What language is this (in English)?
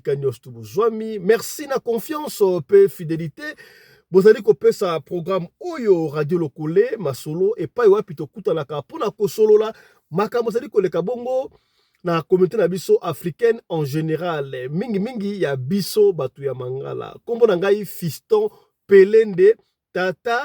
Lingala